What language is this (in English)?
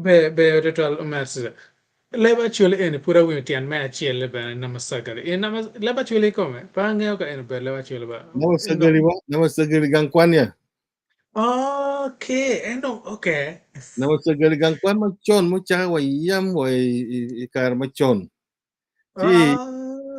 Acoli